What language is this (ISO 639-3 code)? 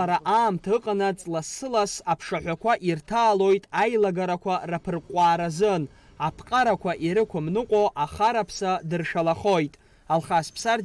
abk